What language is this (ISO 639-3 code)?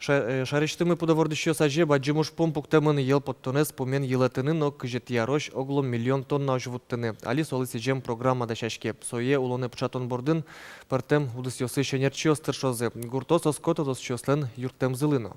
udm